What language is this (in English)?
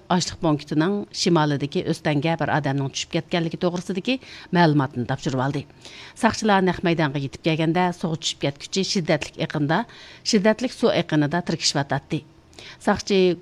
Uyghur